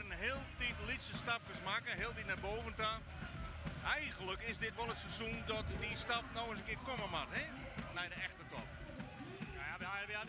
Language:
Western Frisian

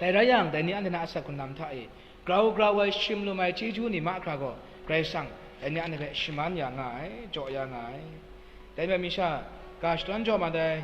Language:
Kachin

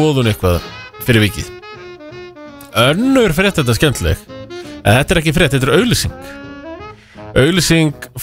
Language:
Icelandic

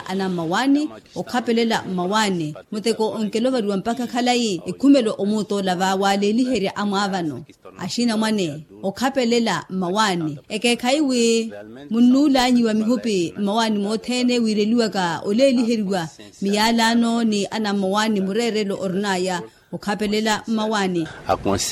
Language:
Makhuwa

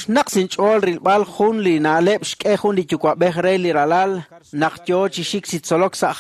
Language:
Kekchí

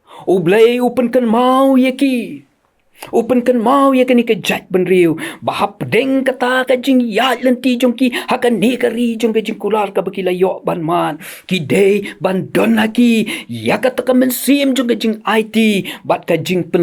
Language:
Khasi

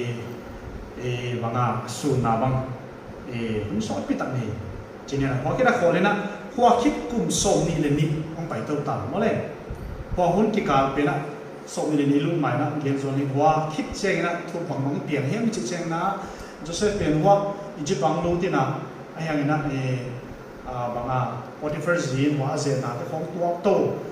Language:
Tedim Chin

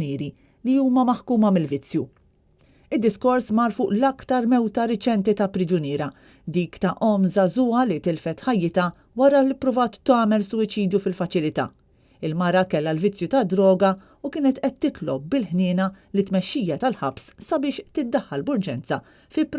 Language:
Maltese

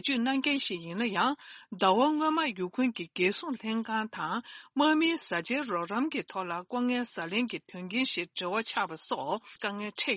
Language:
Tibetan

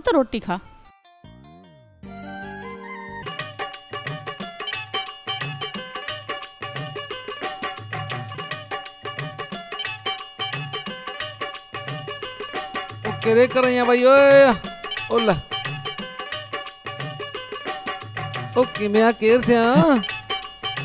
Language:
Punjabi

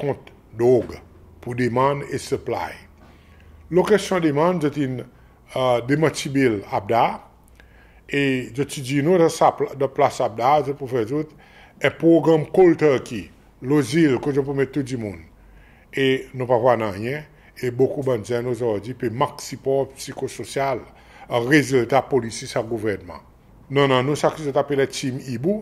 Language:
Seselwa Creole French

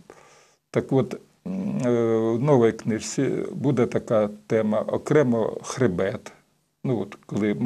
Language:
Ukrainian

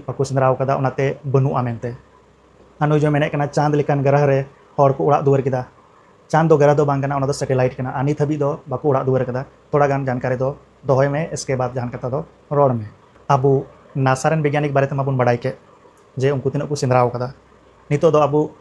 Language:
Santali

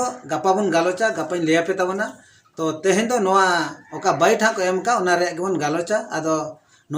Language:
Santali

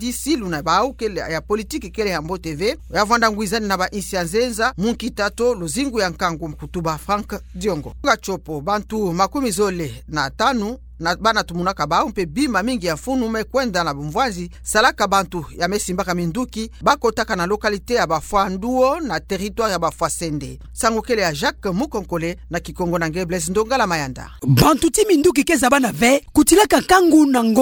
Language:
Kituba (Democratic Republic of Congo)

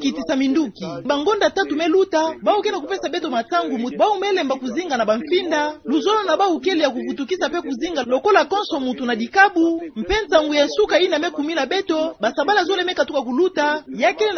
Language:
Kituba (Democratic Republic of Congo)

